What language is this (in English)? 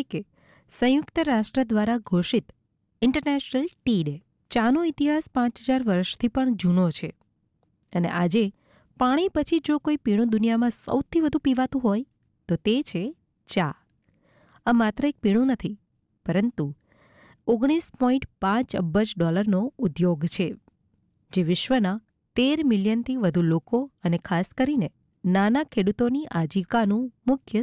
Gujarati